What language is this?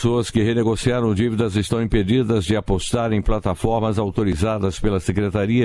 Portuguese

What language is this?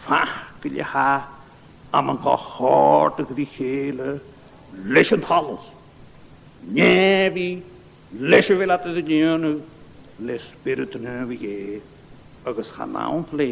Scottish Gaelic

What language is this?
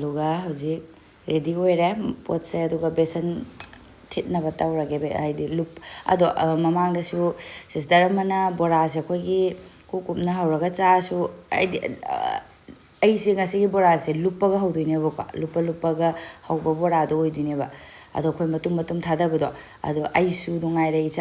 Manipuri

